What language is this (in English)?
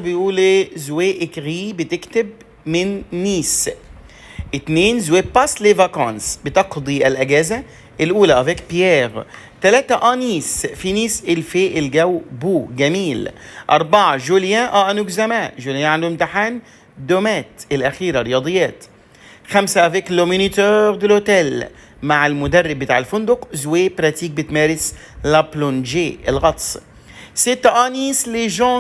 Egyptian Arabic